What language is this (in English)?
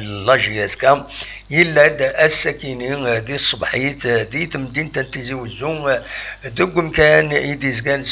Kabyle